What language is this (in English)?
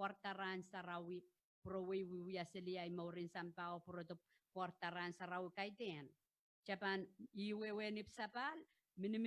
Pohnpeian